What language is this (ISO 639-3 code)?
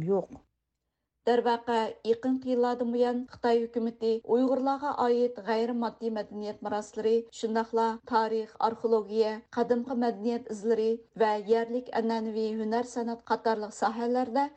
uig